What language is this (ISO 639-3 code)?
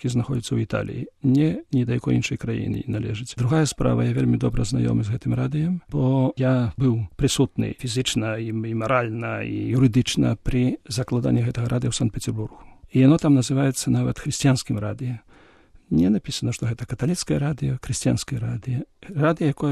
bel